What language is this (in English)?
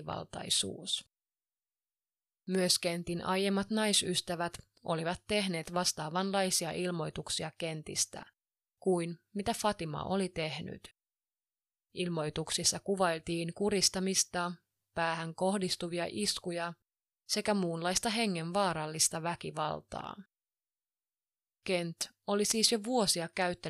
Finnish